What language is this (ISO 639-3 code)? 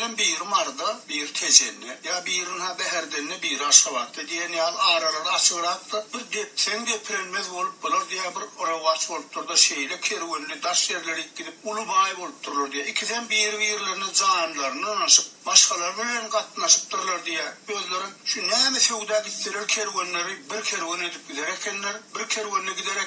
tuk